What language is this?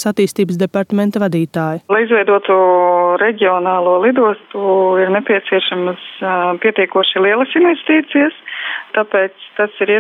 Latvian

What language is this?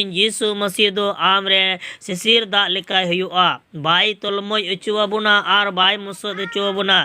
Santali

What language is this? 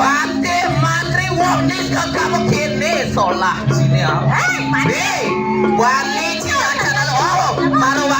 Balinese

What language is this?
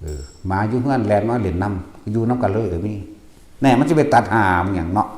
Northeastern Thai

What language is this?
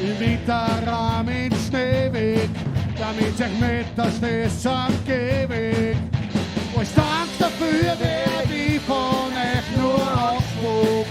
Bavarian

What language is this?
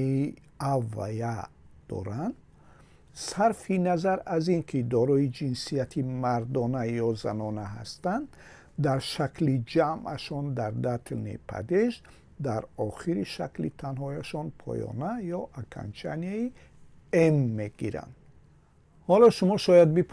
Tajik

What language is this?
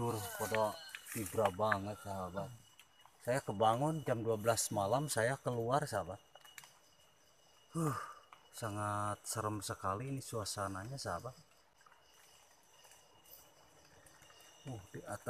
Indonesian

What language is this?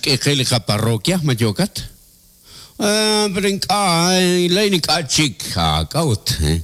Kekchí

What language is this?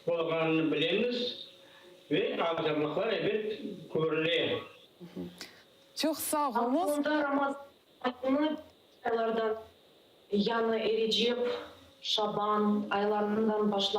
Crimean Tatar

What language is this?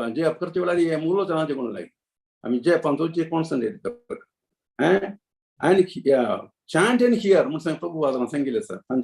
Konkani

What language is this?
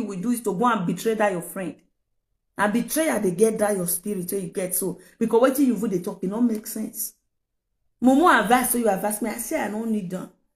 Nigerian Pidgin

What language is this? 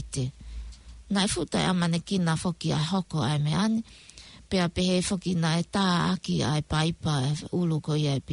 Tongan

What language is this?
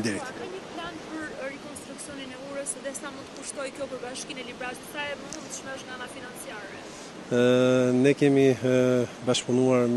Albanian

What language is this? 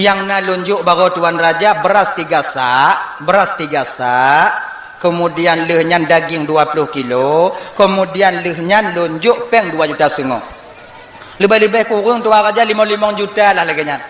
Achinese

